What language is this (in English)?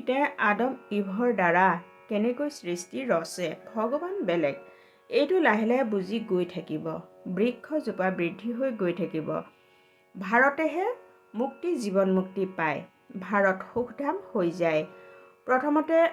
Assamese